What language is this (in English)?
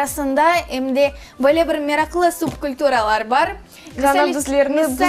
Crimean Tatar